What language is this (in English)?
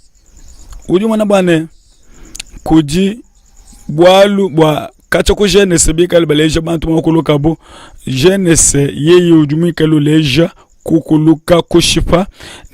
Luba-Lulua